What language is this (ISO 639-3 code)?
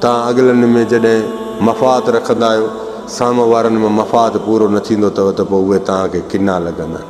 snd